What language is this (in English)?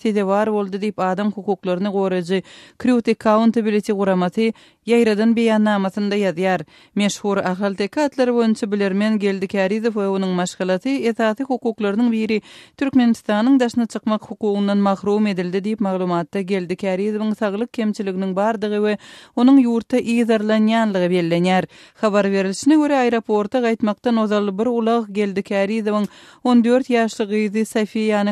Turkmen